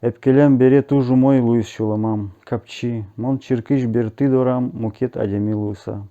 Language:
Udmurt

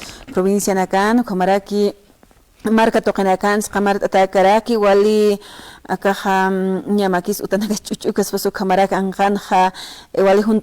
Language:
Aymara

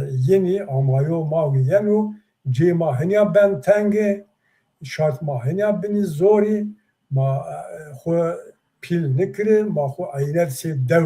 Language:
Zaza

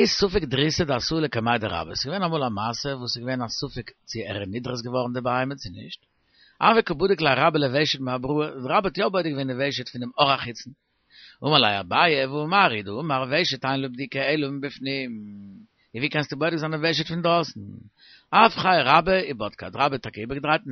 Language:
Yiddish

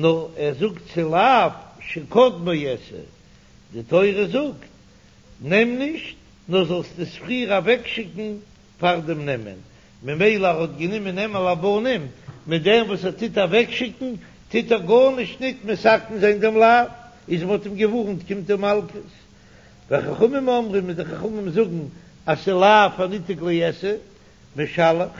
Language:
Yiddish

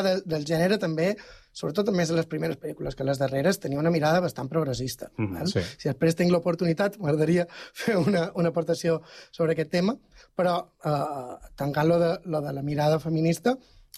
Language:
Catalan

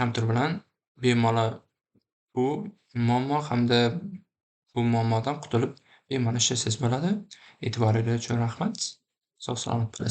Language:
Uzbek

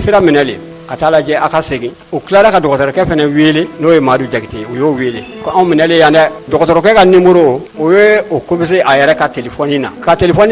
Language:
Bambara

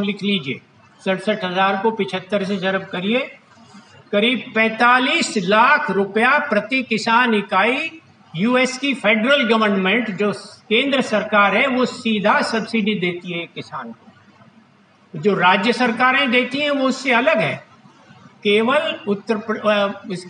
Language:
Hindi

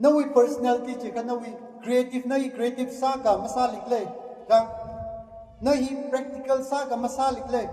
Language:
Tangkhul Naga (India)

